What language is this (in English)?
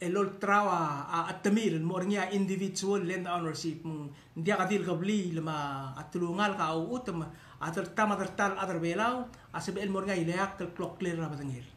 Palauan